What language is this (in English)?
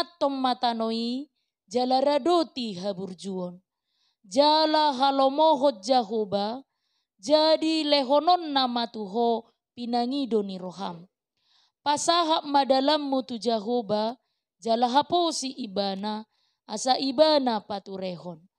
Batak Toba